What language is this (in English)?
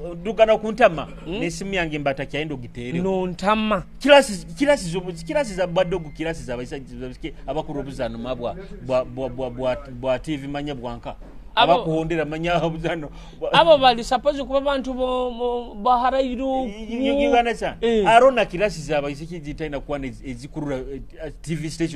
Nyoro